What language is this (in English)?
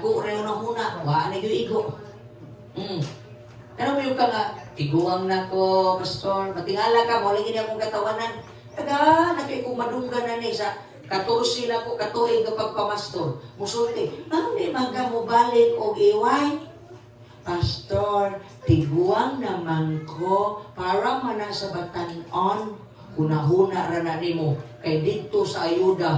Cebuano